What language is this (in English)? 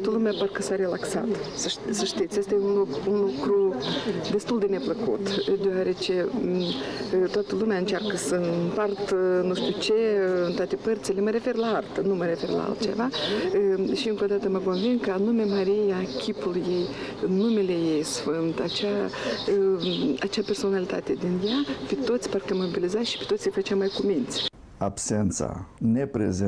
Romanian